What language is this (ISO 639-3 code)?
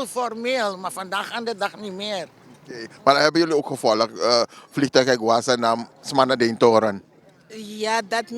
srn